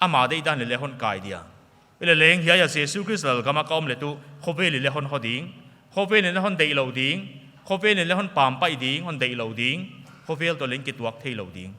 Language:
Paite Chin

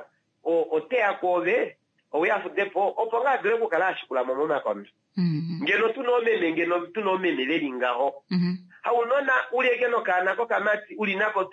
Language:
Kuanyama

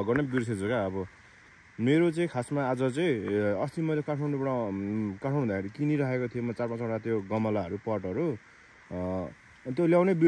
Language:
Nepali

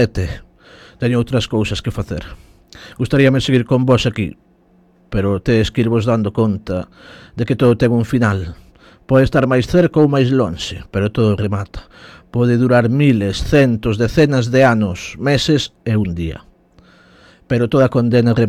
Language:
Galician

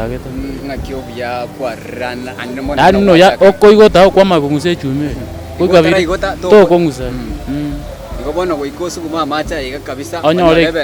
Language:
Gusii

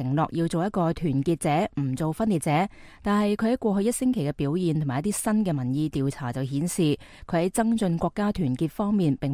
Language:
Cantonese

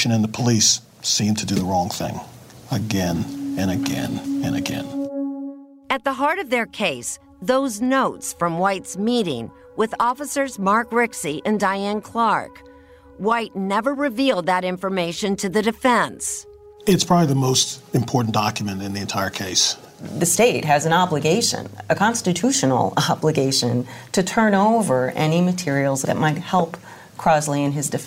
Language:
English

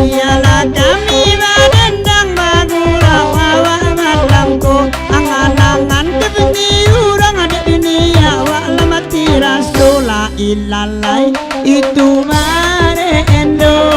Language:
Minangkabau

